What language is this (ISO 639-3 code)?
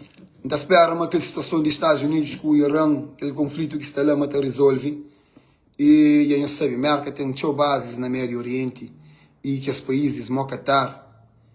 kea